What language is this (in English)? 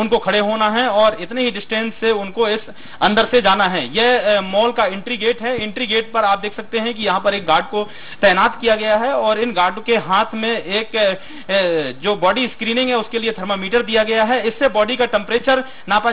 Hindi